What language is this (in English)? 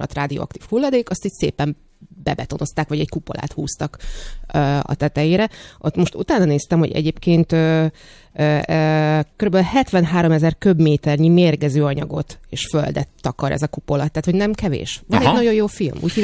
Hungarian